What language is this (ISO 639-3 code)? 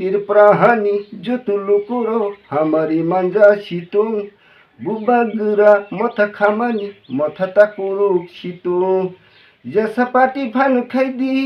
trp